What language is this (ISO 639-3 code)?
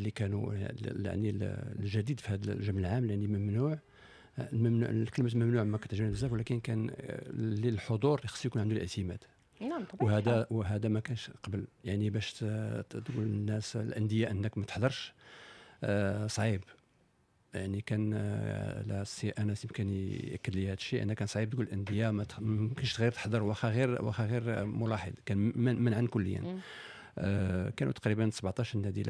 ary